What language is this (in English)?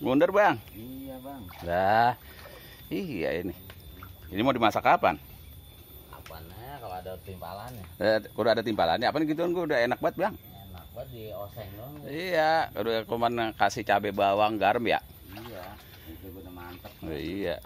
Betawi